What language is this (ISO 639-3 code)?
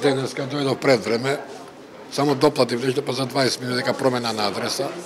mkd